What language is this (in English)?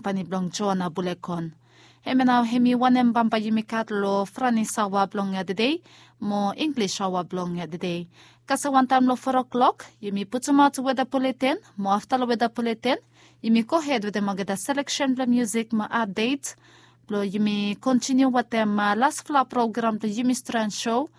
Bislama